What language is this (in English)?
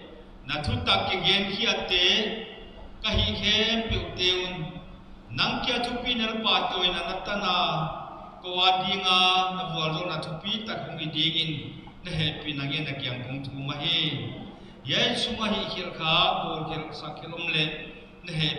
Paite Chin